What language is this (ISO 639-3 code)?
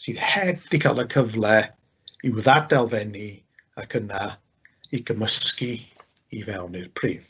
cym